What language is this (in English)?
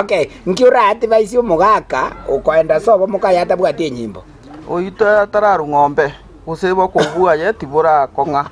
Gusii